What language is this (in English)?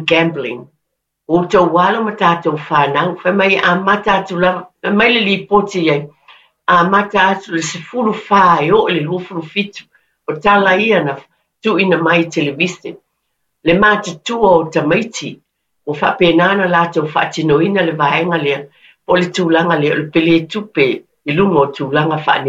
Samoan